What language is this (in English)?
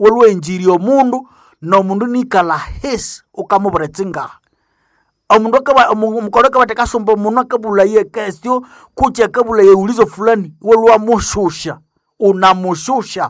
Nande